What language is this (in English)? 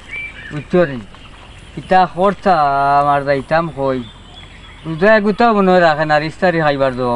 Sylheti